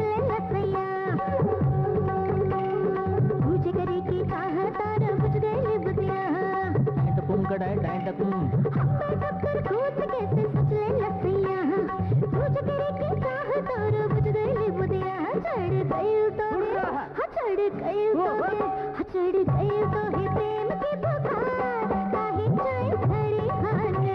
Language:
Bhojpuri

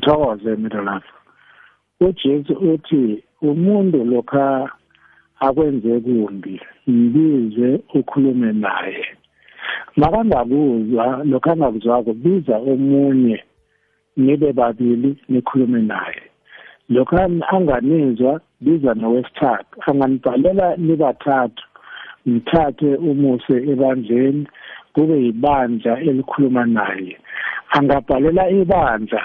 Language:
South Ndebele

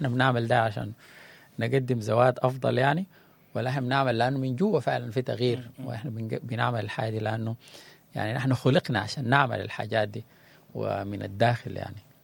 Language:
Sudanese Arabic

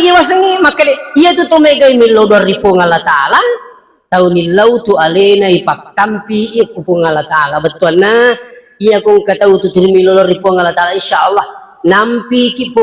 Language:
Buginese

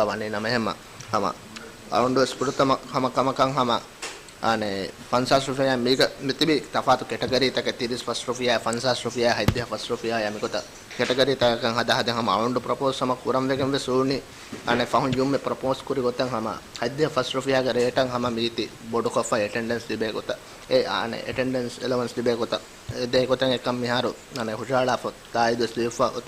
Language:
Divehi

